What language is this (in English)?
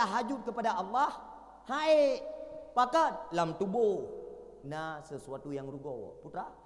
Achinese